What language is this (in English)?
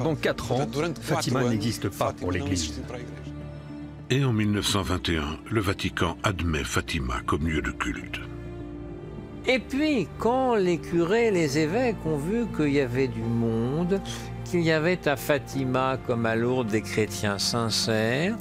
French